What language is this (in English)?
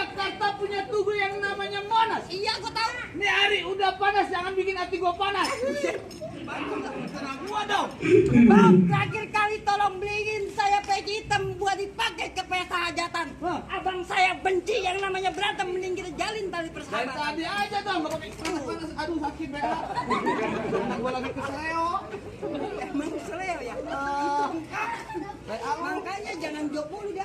Betawi